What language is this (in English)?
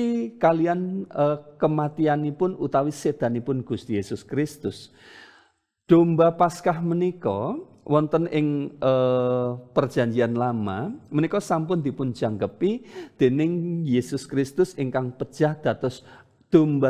Javanese